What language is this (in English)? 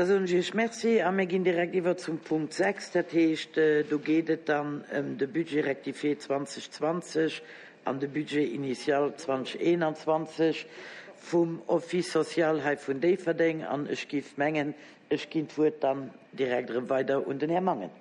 Luxembourgish